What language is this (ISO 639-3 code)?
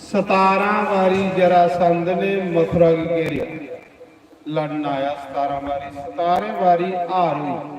doi